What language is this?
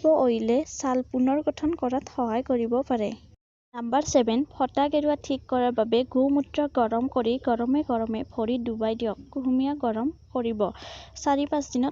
Assamese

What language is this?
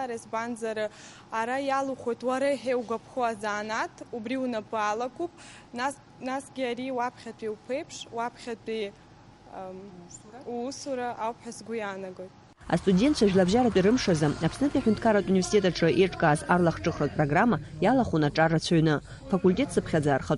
Abkhazian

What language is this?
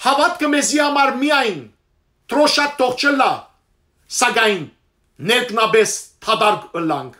Western Armenian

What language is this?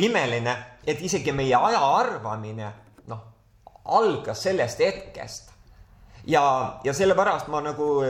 Estonian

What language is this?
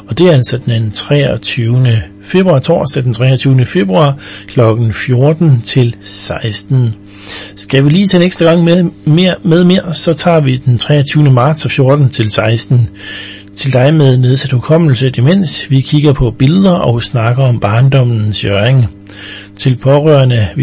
Danish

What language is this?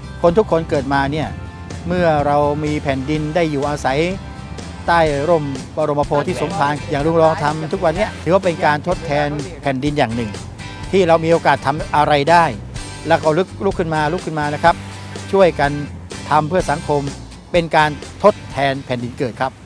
Thai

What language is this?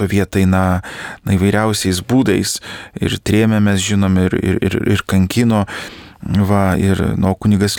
Lithuanian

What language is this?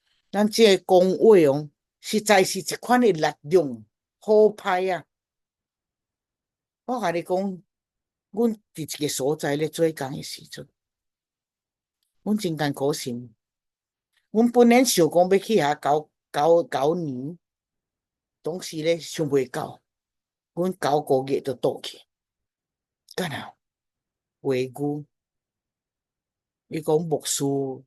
Min Nan Chinese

